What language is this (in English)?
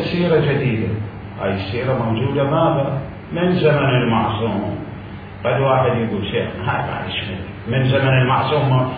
Mesopotamian Arabic